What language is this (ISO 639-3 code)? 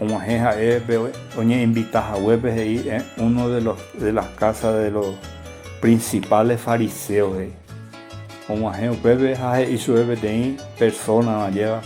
grn